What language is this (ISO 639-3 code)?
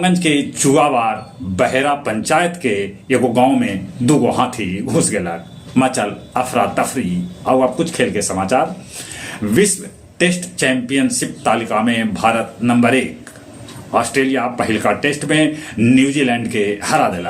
mag